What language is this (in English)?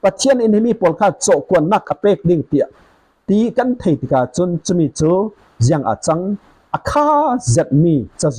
Falam Chin